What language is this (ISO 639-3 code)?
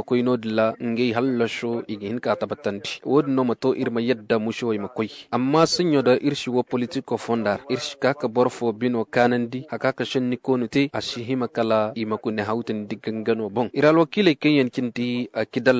ses